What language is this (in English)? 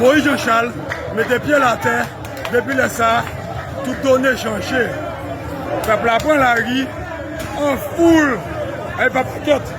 Haitian Creole